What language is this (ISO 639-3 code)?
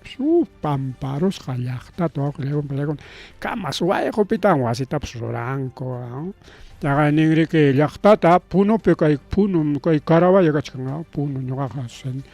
quy